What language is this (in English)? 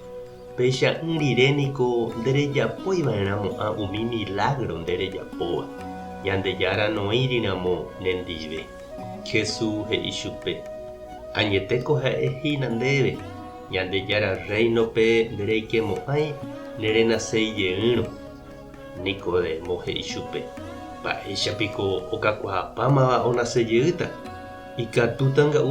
Guarani